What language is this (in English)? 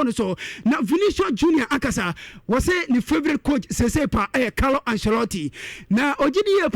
Akan